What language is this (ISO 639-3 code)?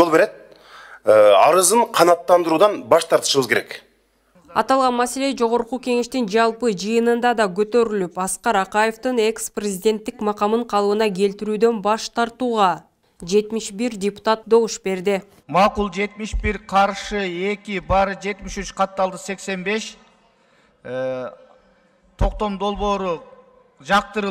kir